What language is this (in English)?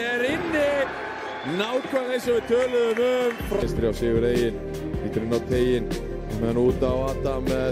Icelandic